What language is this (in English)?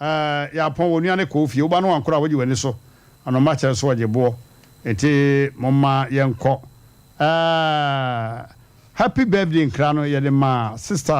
Akan